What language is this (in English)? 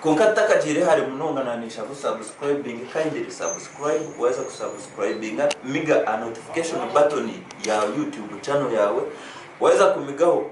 Nyankole